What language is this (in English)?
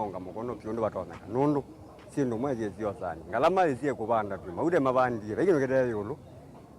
Kamba